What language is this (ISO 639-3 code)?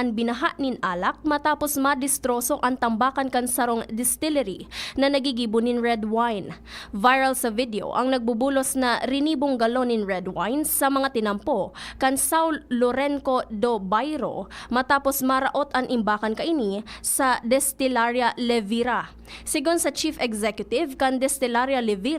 bik